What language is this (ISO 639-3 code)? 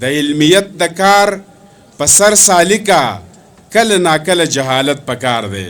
pus